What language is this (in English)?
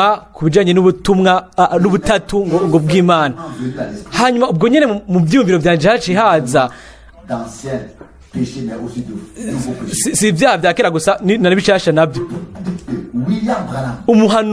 Rundi